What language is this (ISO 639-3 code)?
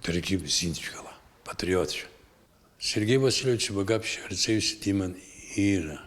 abk